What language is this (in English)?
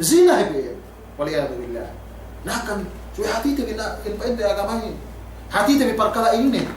Yakan